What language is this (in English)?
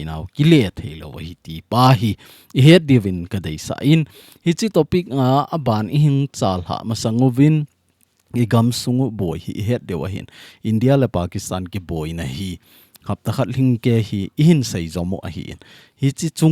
Thado Chin